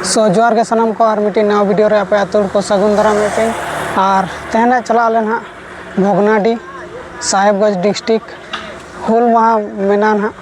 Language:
Santali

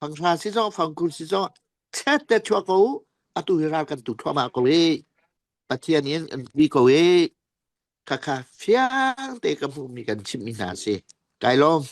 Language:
Falam Chin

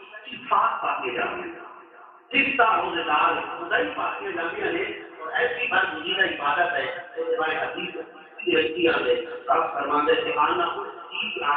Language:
Saraiki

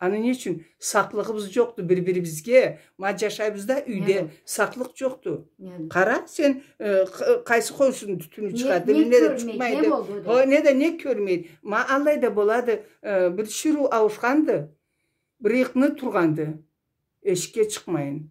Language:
Karachay-Balkar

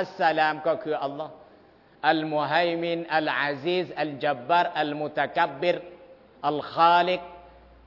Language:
Thai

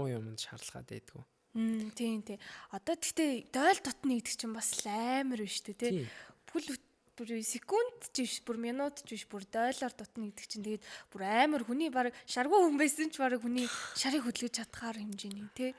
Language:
Mongolian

